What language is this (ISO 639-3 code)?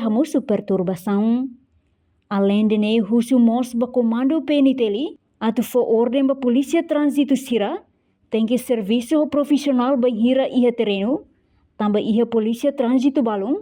tet